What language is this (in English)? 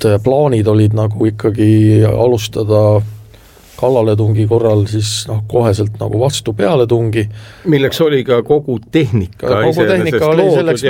Estonian